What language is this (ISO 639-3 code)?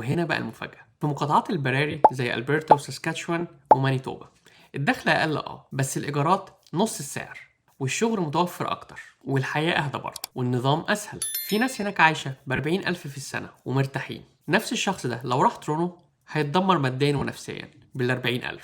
arz